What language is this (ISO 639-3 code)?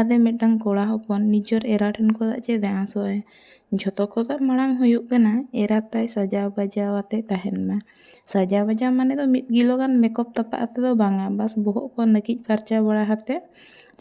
sat